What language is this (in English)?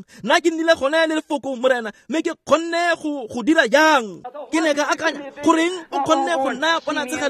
Tswana